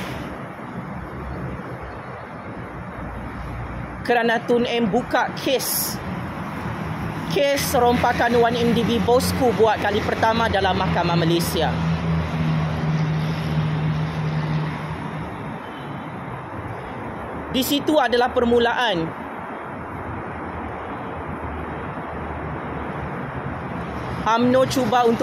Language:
Malay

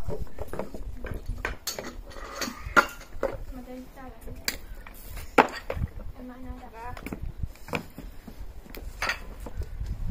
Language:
Finnish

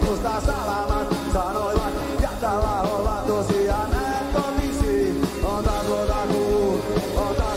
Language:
Finnish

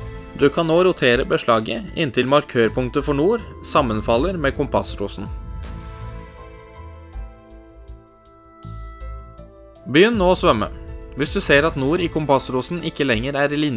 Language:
Norwegian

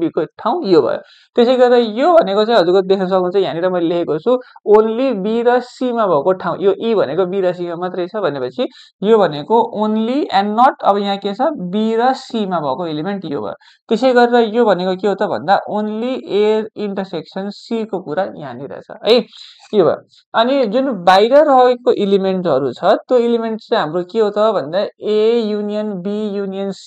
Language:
Nepali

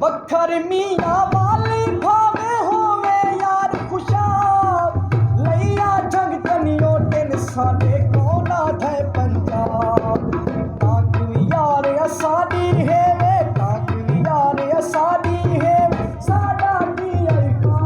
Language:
Saraiki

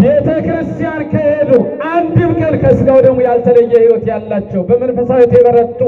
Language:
Amharic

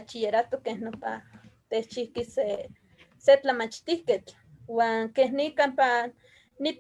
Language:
Eastern Huasteca Nahuatl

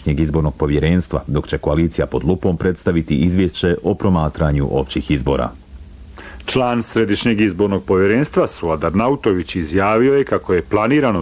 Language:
Bosnian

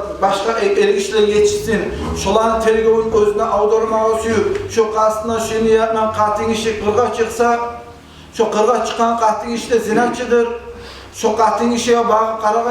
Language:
Kumyk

